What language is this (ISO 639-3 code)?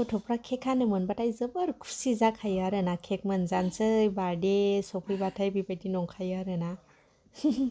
brx